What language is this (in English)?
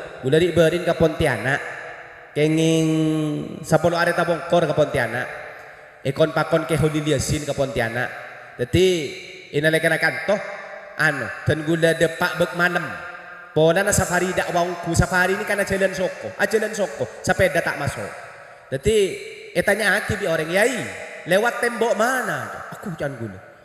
Madurese